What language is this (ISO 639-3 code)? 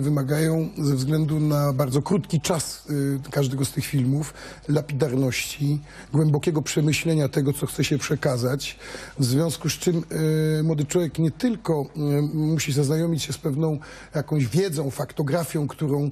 pol